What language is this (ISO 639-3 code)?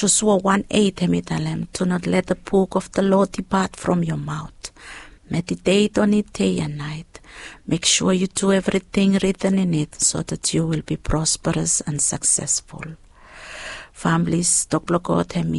bis